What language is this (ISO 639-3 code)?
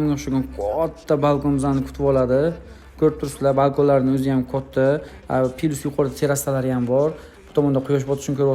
uzb